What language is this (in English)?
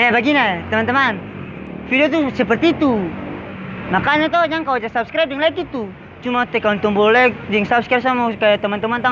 Ambonese Malay